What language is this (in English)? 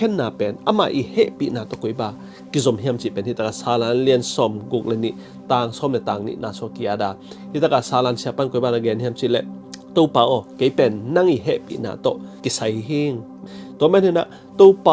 Tedim Chin